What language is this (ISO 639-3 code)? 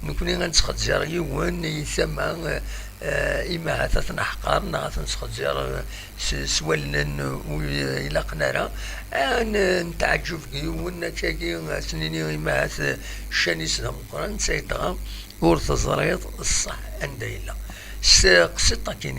kab